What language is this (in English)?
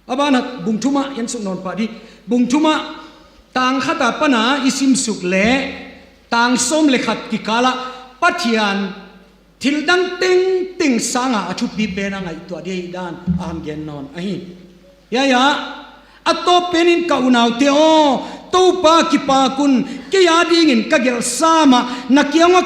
Tedim Chin